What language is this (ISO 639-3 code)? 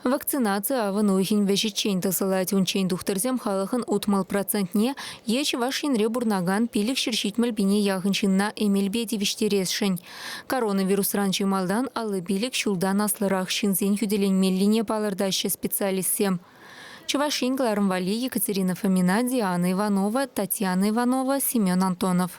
chv